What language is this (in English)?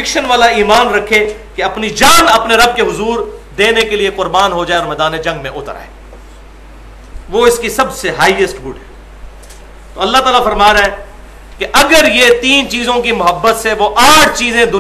Urdu